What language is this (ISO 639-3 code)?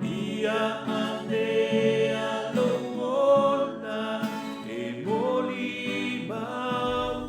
smo